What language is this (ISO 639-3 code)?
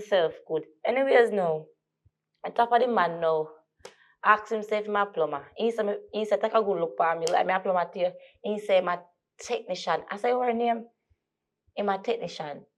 jam